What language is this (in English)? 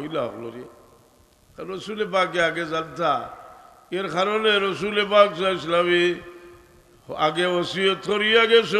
Sylheti